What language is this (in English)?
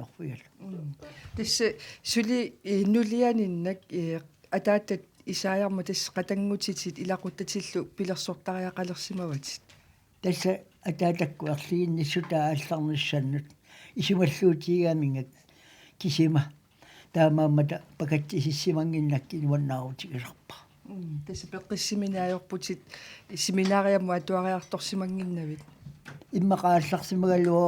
Kalaallisut